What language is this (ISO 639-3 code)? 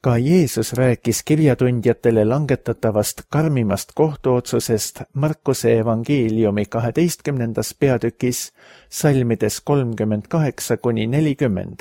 est